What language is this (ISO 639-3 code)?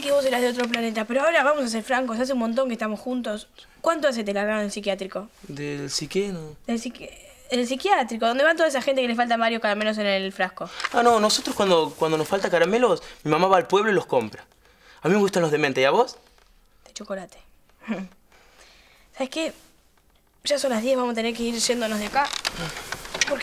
spa